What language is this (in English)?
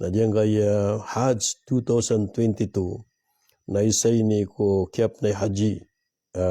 Maranao